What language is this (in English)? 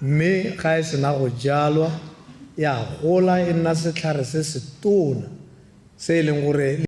Tswana